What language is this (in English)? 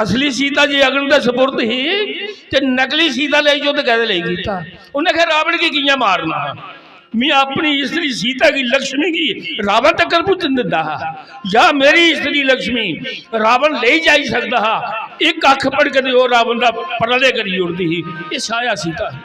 Dogri